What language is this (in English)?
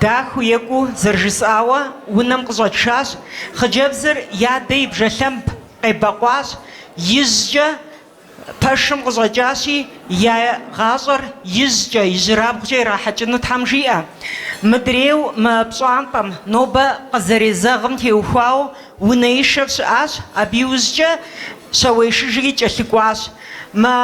Kabardian